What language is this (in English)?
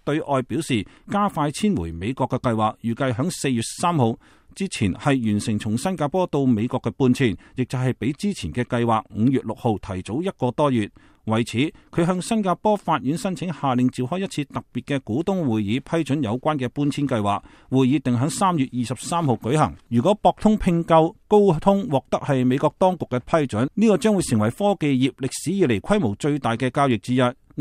Cantonese